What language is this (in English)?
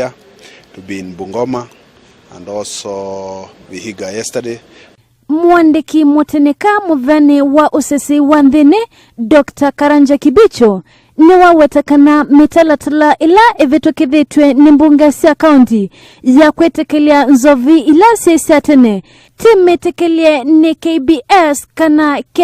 Kamba